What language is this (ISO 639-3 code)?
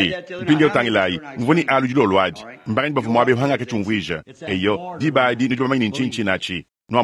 lua